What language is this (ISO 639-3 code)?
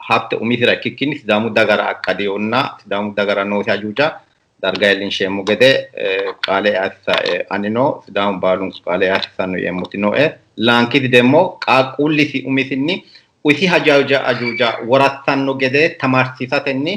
sid